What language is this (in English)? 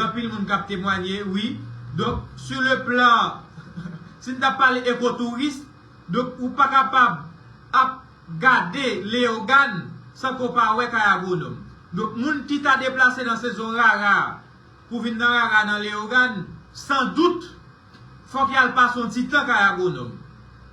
Haitian Creole